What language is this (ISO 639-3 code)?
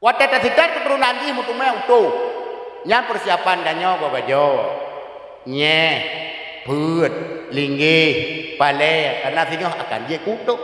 ace